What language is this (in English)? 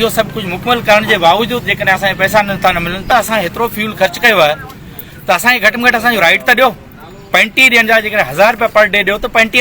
Sindhi